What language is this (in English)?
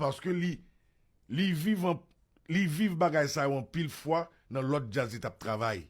Haitian Creole